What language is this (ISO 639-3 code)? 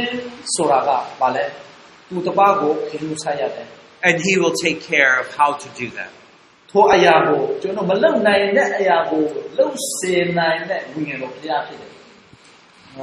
mya